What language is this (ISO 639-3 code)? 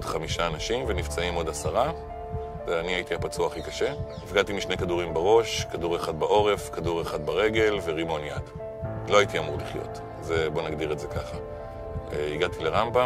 heb